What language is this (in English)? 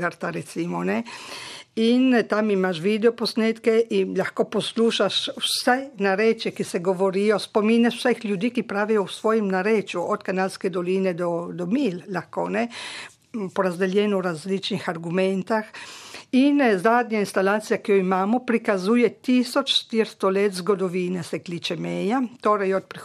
Slovenian